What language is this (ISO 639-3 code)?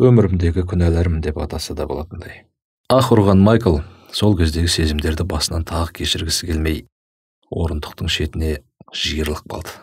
kaz